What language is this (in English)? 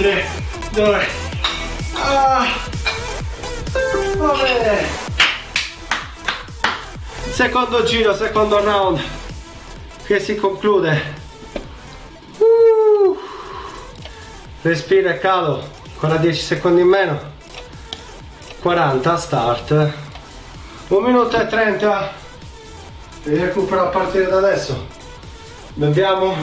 Italian